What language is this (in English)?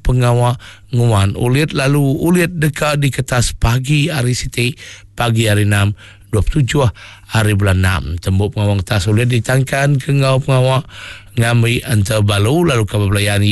Iban